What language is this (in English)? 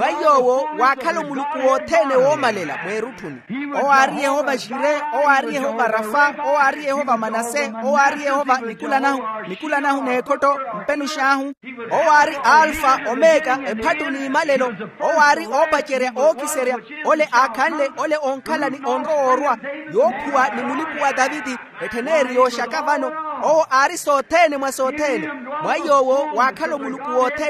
Makhuwa